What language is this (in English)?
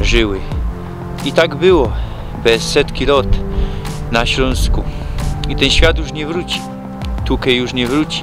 Silesian